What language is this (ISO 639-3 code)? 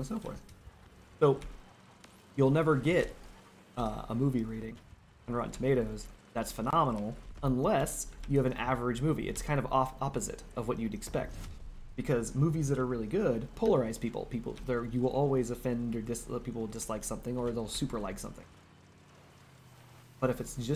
eng